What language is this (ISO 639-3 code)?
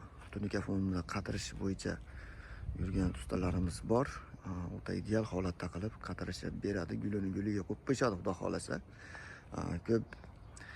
uzb